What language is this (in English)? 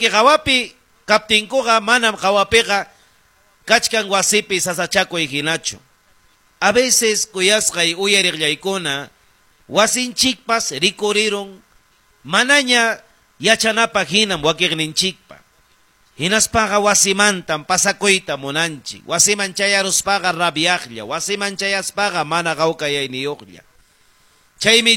Ayacucho Quechua